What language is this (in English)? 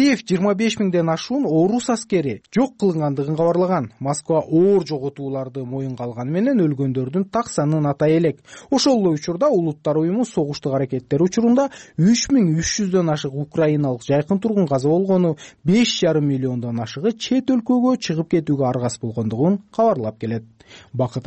Kyrgyz